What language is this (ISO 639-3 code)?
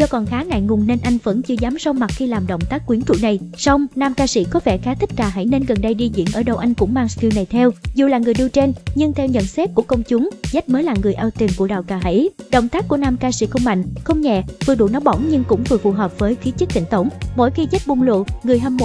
vie